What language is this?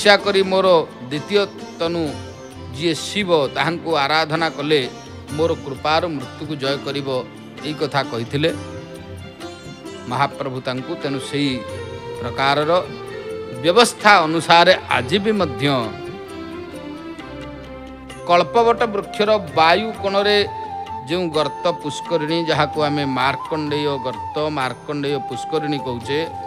Odia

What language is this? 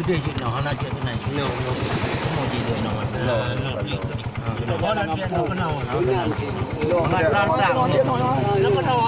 Achinese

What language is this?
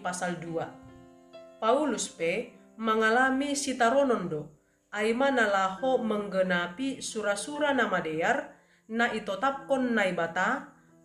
Batak Simalungun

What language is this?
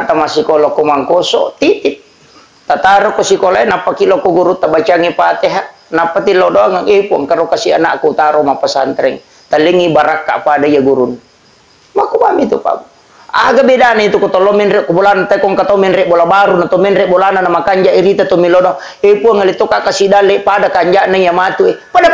Buginese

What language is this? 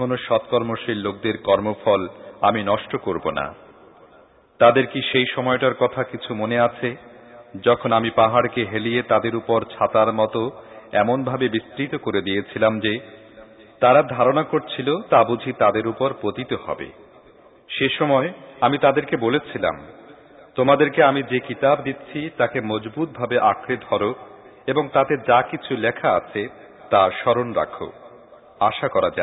Bangla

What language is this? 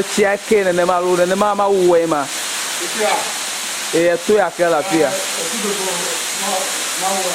Ewe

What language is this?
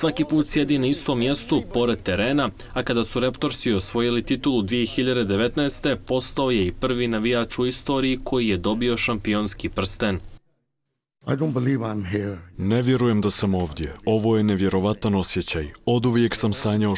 Bosnian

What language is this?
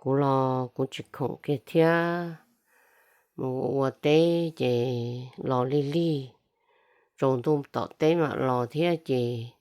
Hmong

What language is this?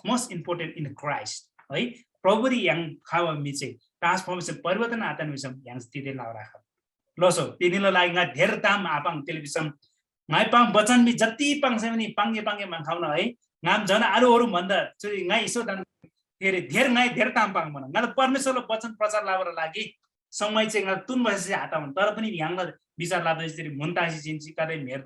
Eastern Tamang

